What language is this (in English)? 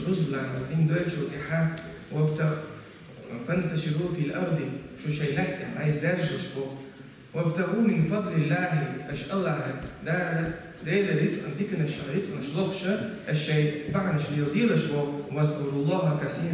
Chechen